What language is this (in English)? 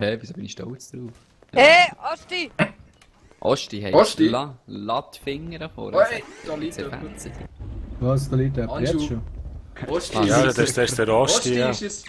Swiss German